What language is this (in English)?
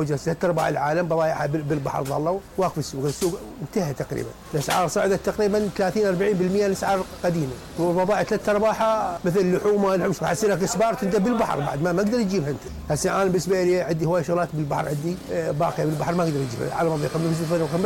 Mesopotamian Arabic